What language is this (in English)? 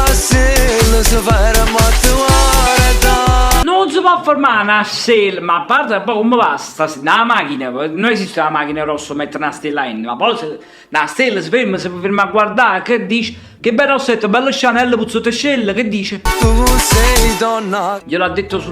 Neapolitan